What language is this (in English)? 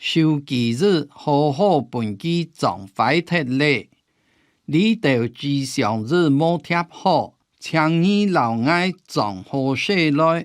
Hakka Chinese